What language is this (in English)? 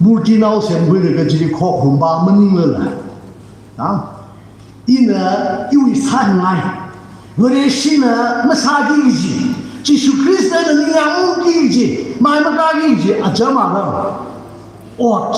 Tangkhul Naga (India)